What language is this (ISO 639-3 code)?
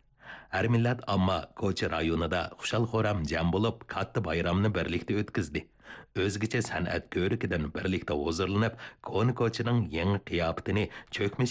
uig